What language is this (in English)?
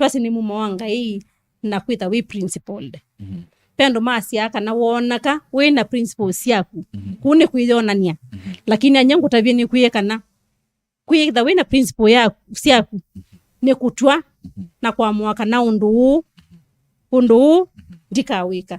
Kamba